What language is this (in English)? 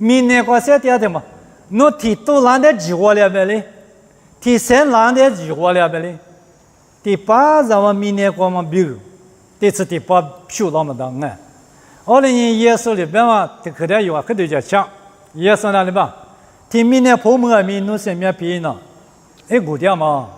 Lisu